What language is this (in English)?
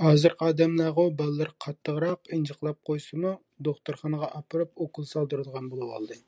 Uyghur